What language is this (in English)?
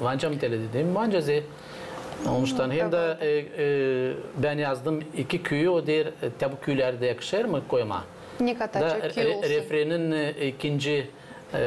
Gagauz